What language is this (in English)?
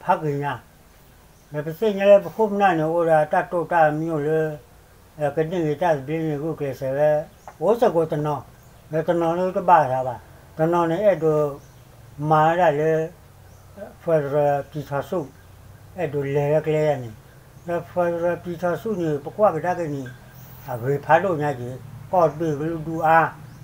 S'gaw Karen